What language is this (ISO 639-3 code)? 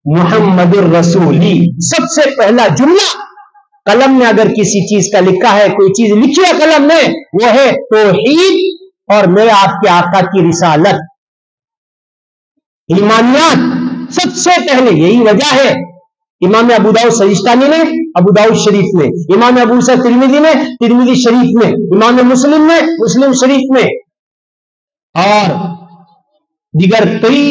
urd